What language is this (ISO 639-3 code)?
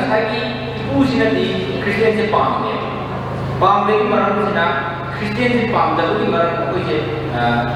mni